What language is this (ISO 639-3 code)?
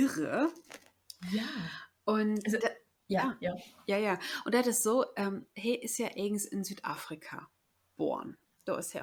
nds